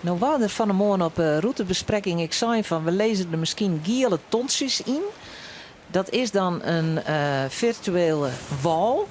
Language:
Western Frisian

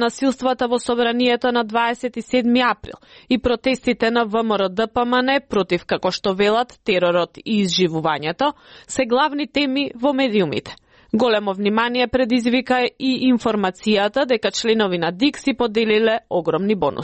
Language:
Macedonian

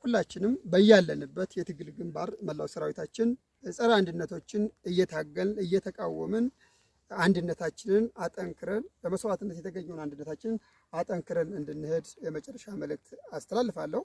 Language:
Amharic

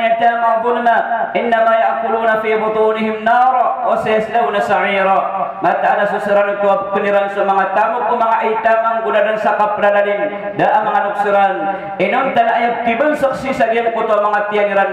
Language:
Maranao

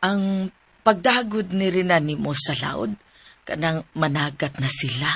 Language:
Cebuano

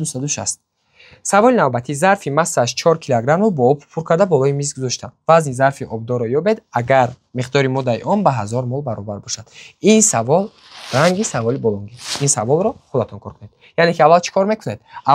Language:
Tajik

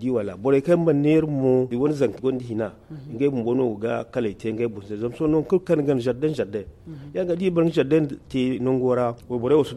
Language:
Zarma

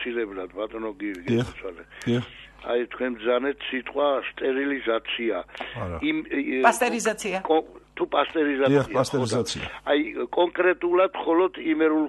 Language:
Georgian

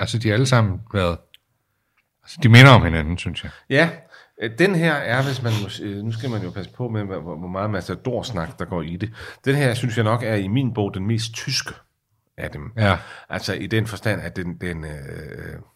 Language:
Danish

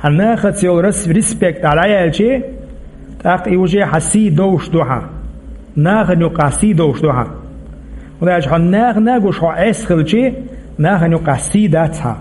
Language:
Chechen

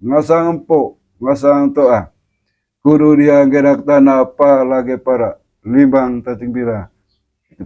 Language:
Manggarai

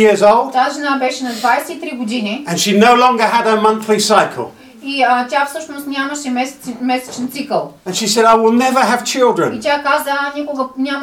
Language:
Bulgarian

